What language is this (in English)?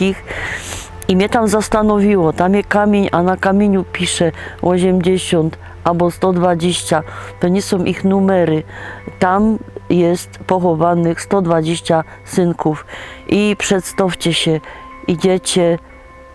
Silesian